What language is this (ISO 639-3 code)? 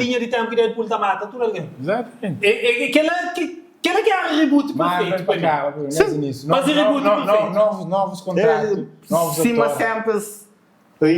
kea